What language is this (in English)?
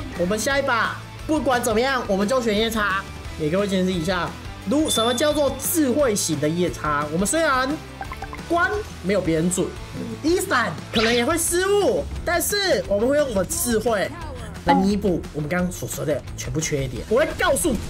Chinese